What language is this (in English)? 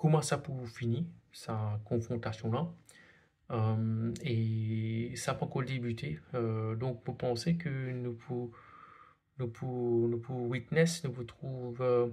Morisyen